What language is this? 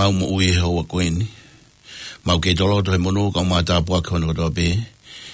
Tongan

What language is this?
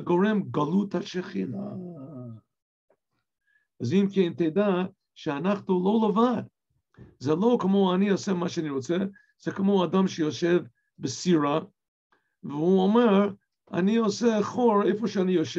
Hebrew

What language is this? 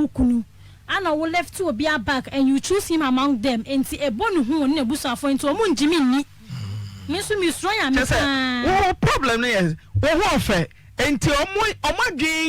Akan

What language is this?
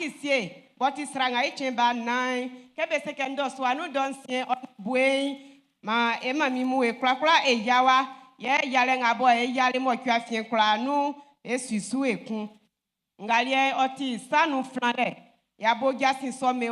Baoulé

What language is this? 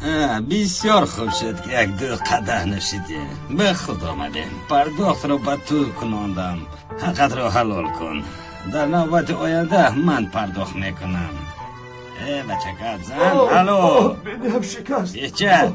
Tajik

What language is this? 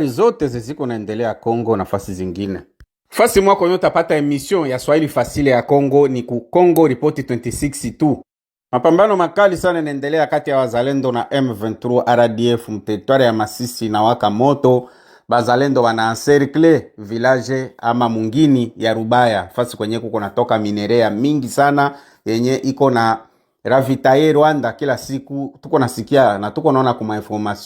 Swahili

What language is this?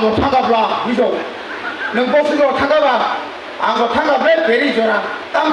Kok Borok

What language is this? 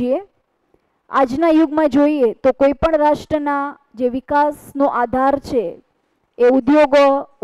Gujarati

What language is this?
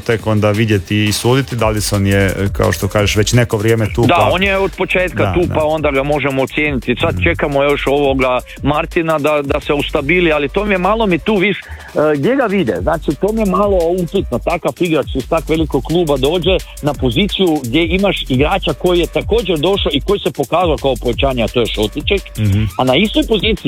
Croatian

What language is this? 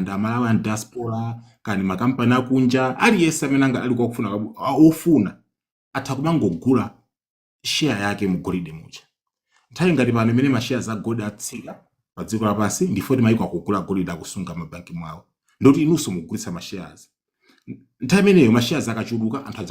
Nyanja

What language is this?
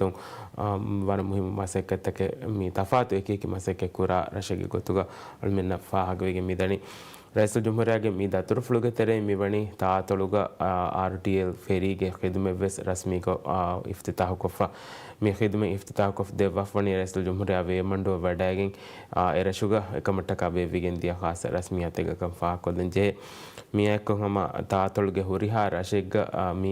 Divehi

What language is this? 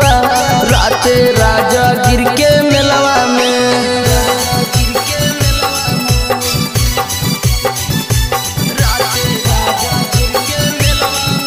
Magahi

